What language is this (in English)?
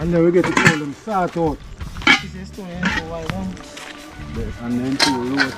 Jamaican Creole English